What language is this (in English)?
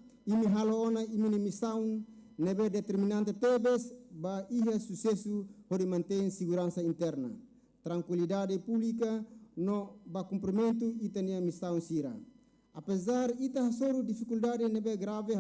Tetum